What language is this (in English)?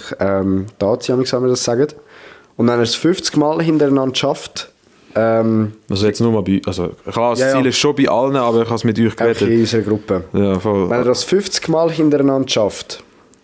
Swiss German